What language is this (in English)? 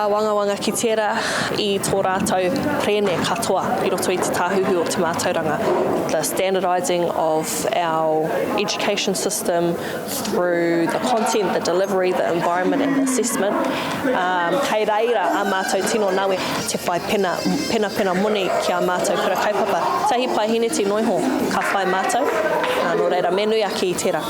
Māori